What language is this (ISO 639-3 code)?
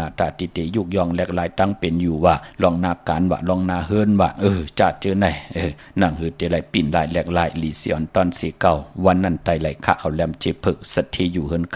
shn